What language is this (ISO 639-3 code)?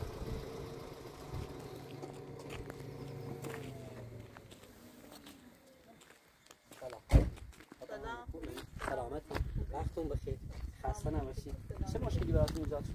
fas